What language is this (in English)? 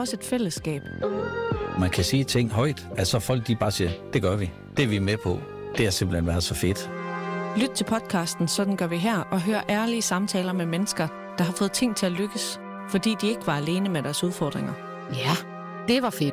Danish